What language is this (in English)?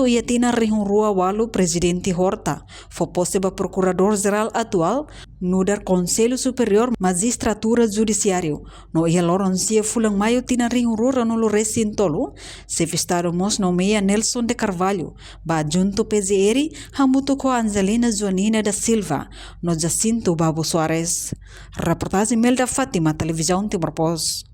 Tetum